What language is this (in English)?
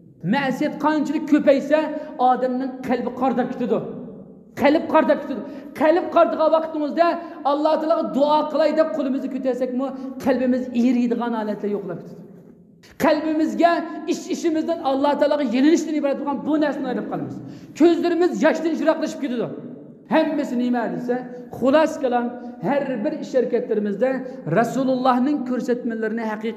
Uyghur